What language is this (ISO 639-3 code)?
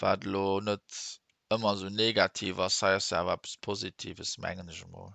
ltz